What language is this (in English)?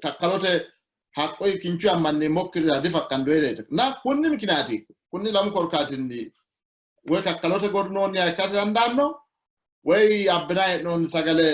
Sidamo